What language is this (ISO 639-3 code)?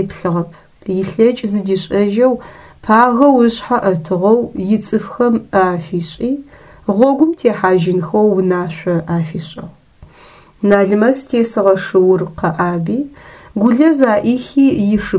ady